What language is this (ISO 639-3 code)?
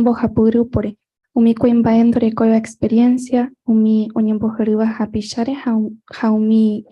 grn